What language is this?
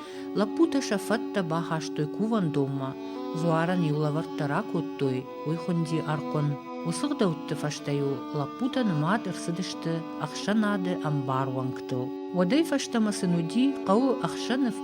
Ossetic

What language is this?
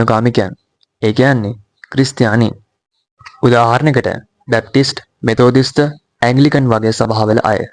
Sinhala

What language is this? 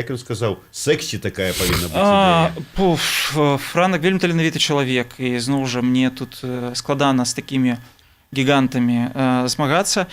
Belarusian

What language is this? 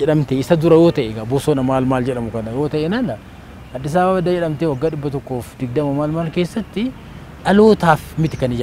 Oromo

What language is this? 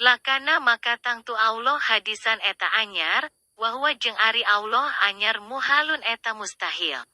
Sundanese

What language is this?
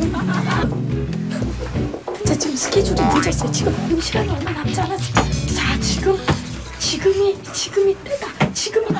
Korean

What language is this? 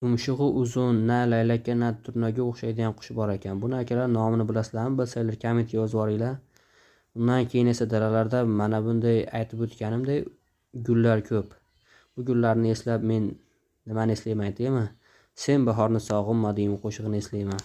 Uzbek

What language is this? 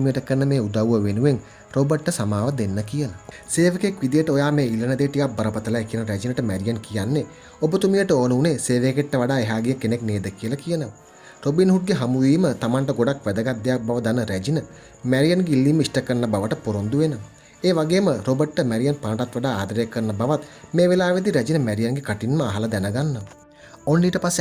Sinhala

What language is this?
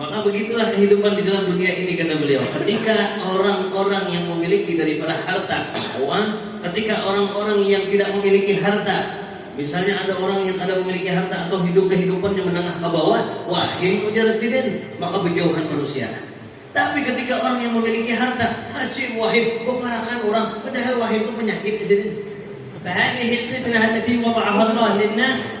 Banjar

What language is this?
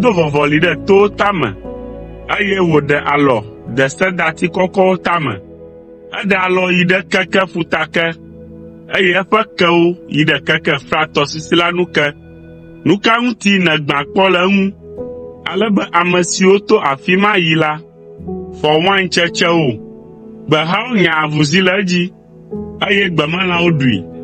Ewe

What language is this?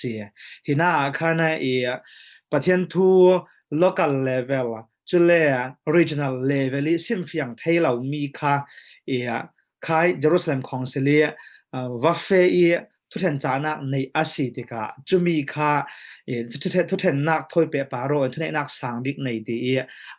Falam Chin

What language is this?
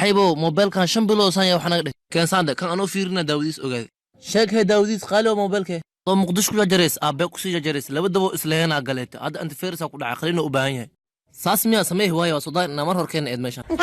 Somali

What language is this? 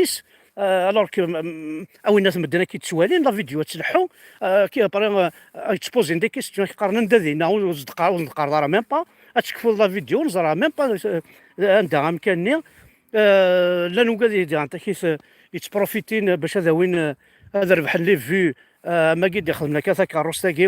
Kabyle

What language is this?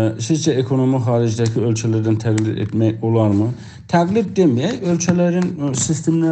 South Azerbaijani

